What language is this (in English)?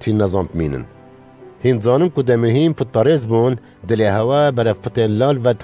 Kurdish